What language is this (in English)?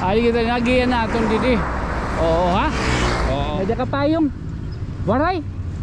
Waray